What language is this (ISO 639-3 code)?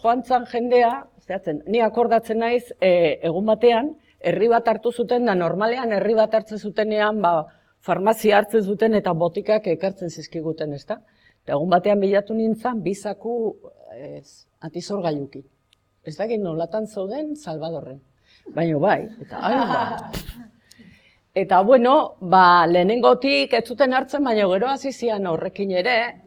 eus